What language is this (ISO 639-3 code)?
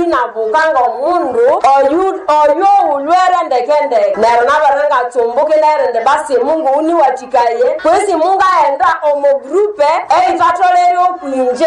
nnb